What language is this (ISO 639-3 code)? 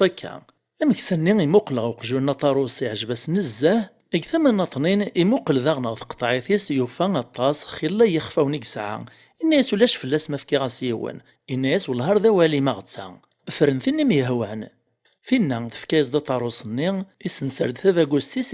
kab